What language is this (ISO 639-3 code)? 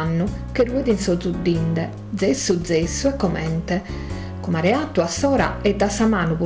srd